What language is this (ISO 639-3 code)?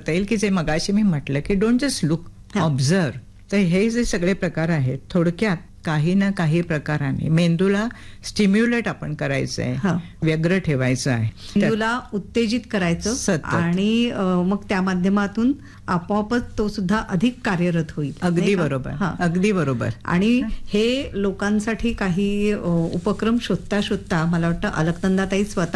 mar